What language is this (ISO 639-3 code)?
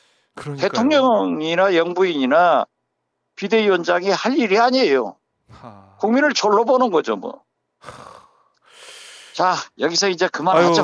kor